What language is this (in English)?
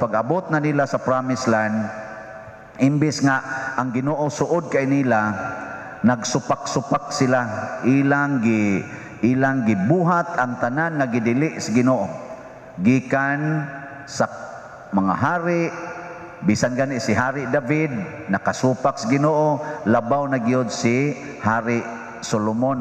Cebuano